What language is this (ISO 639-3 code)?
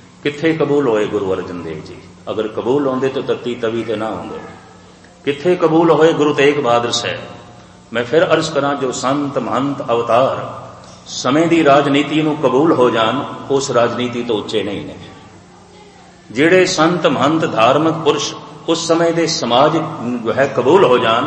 pan